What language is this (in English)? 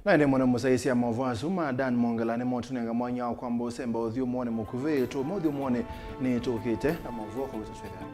Kamba